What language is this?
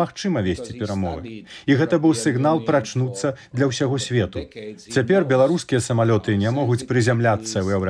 Belarusian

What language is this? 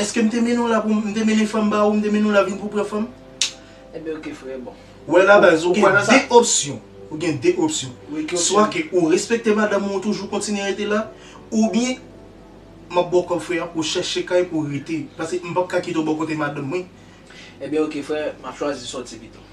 Haitian Creole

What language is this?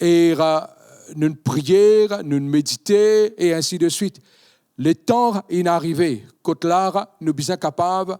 Morisyen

